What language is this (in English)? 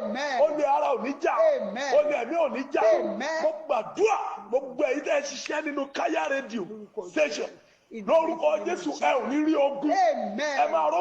Yoruba